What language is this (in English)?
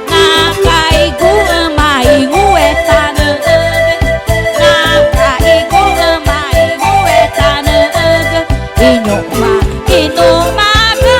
Ticuna